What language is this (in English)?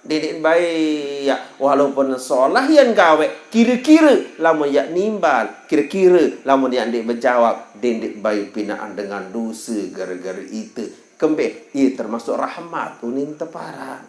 Sasak